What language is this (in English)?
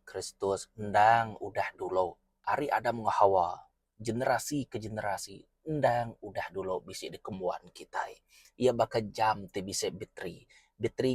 Iban